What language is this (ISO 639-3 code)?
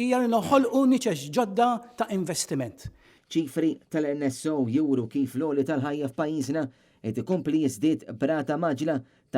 mlt